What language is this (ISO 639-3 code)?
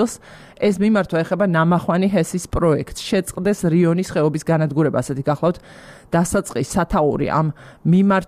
kat